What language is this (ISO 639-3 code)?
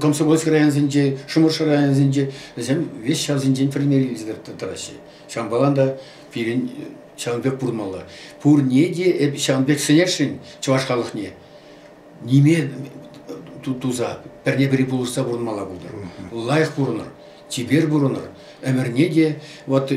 chv